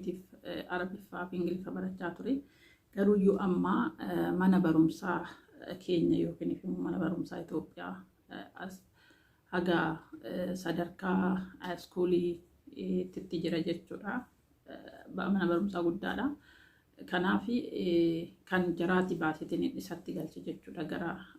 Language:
Oromo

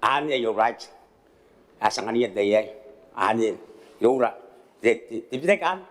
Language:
Gilbertese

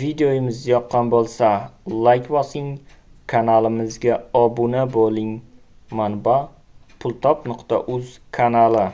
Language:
Uzbek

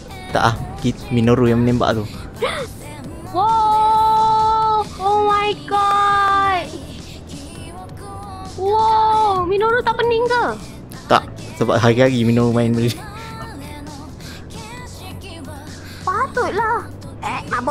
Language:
Malay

